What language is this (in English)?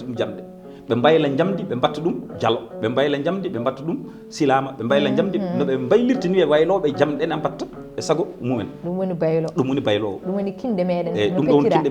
Fula